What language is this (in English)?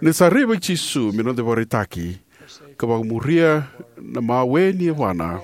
Fijian